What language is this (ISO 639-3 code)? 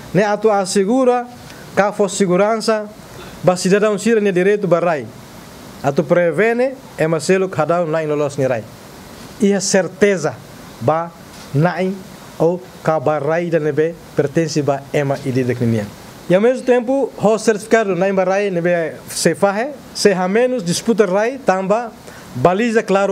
tet